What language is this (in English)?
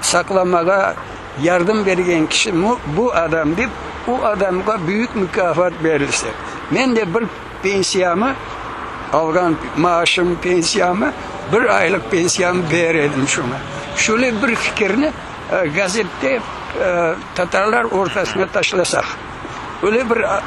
Crimean Tatar